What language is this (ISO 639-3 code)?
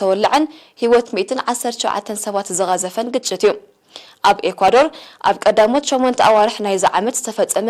tir